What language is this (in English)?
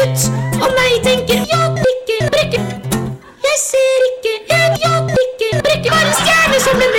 Norwegian